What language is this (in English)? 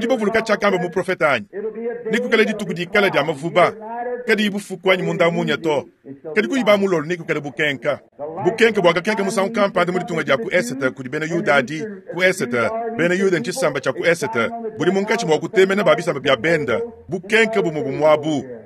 Luba-Lulua